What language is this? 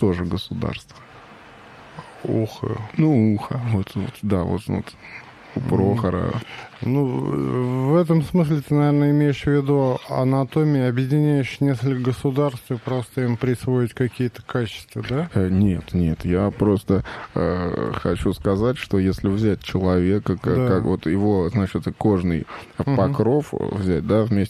Russian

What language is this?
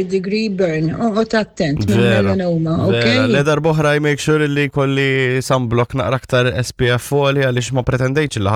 Maltese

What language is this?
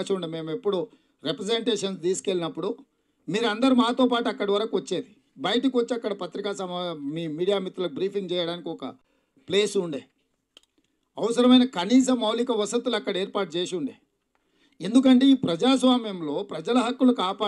Telugu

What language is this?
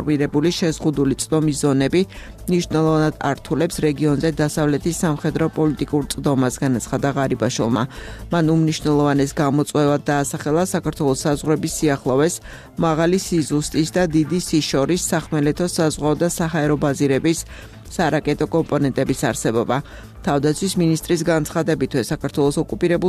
Georgian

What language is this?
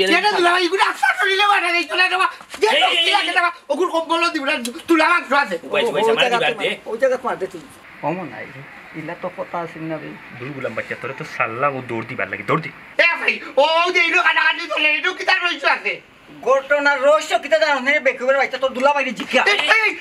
Sylheti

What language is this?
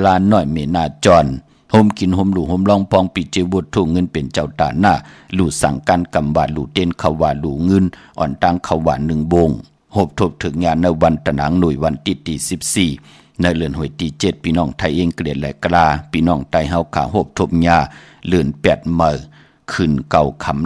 Shan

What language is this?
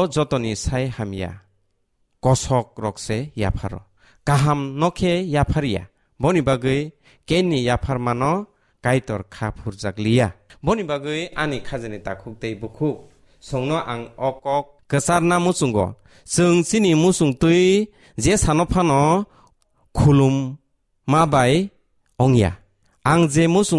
Kok Borok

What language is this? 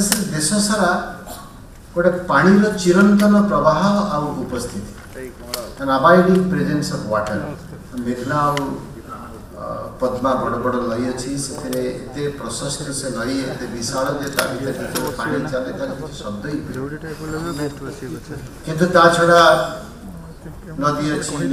Odia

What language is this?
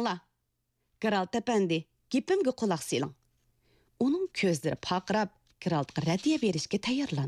Uyghur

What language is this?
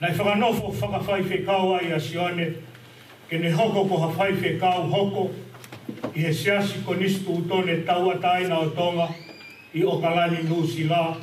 Tongan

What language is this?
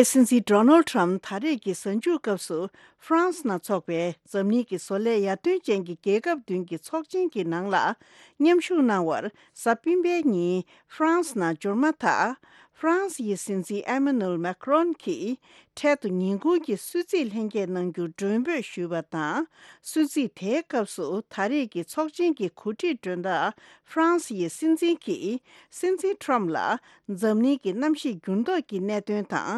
Tibetan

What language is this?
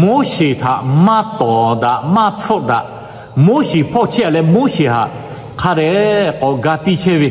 Lahu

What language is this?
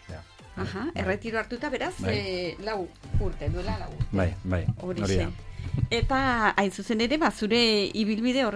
Basque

